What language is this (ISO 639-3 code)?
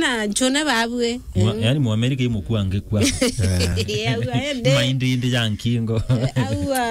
mer